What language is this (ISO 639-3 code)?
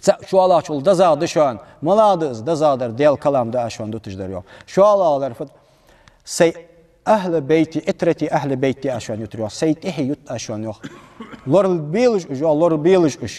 inh